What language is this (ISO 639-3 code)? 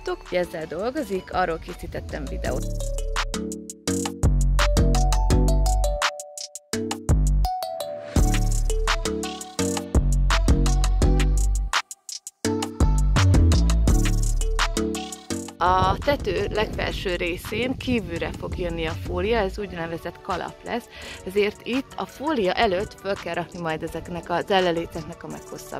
hun